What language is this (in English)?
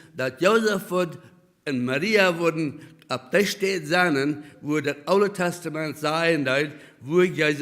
Plautdietsch